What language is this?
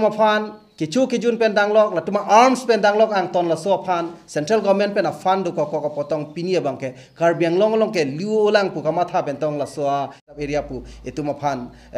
Karbi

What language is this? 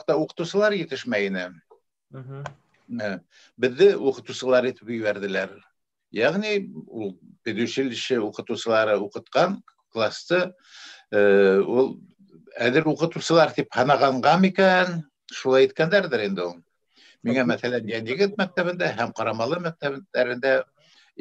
Bashkir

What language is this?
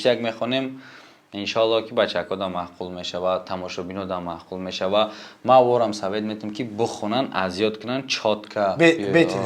Tajik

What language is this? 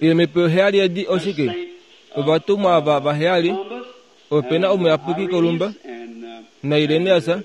Kuanyama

